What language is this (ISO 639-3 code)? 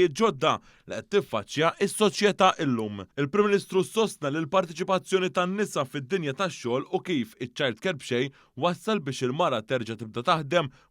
mlt